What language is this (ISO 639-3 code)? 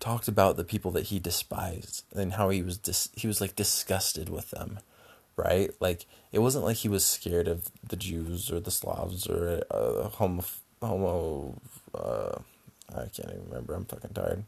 eng